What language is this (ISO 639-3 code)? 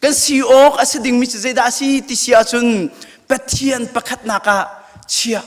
cnh